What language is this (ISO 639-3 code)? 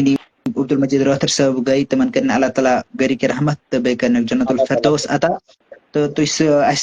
kas